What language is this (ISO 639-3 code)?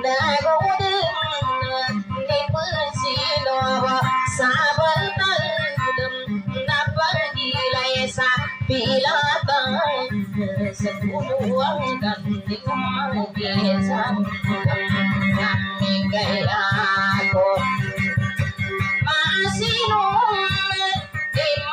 mdh